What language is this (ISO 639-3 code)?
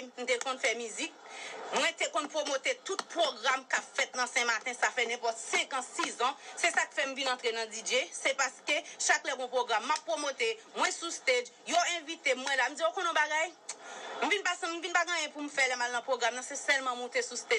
hat